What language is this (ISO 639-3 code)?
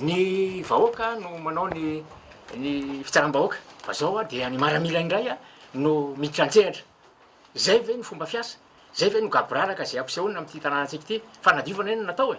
mlg